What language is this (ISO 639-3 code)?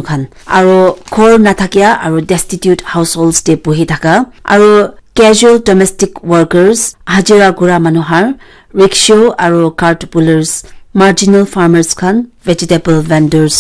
nag